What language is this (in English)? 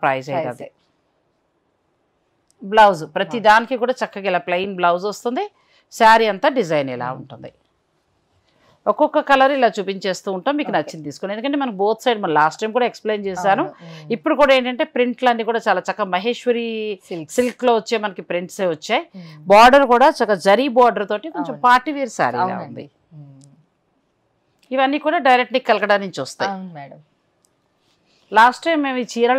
Telugu